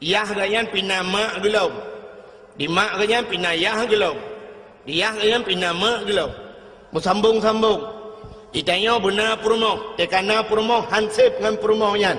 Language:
Achinese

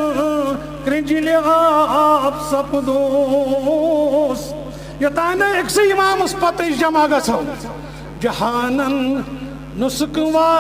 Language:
Kashmiri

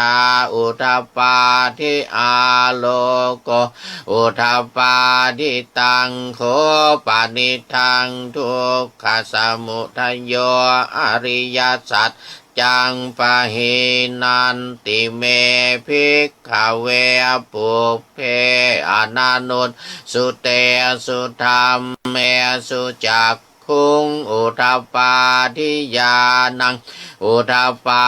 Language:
Pali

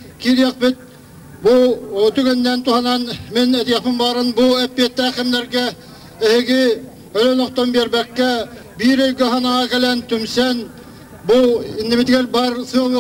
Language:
Yakut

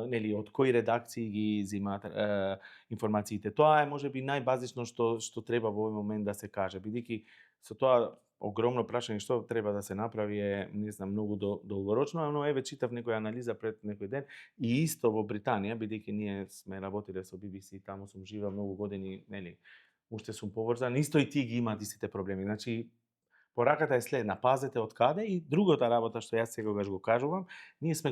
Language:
Macedonian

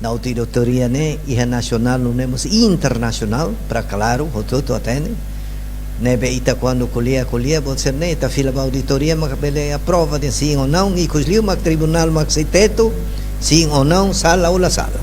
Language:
Tetum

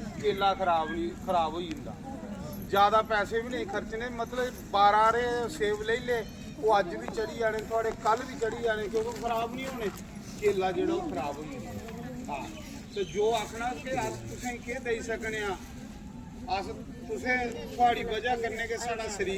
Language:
Dogri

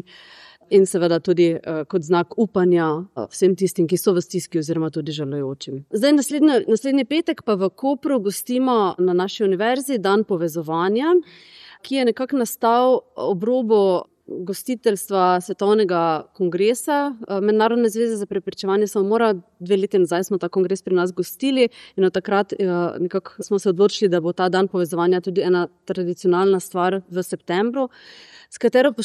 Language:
Slovenian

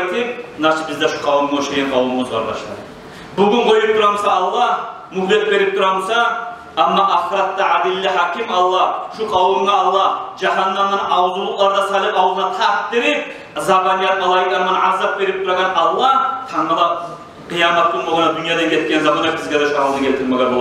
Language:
Kumyk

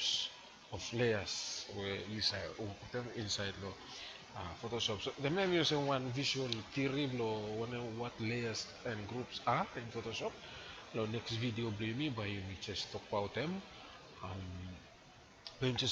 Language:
Bislama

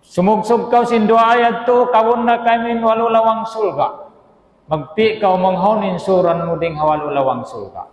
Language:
Tausug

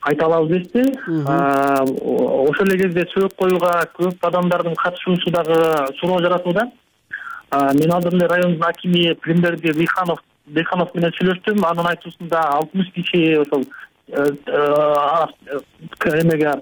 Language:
Kyrgyz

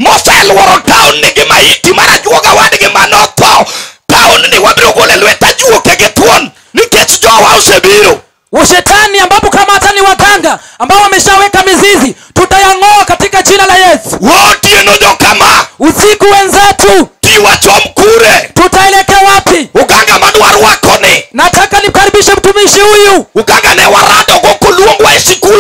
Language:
Luo (Kenya and Tanzania)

